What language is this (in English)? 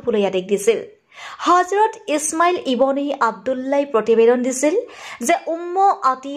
Assamese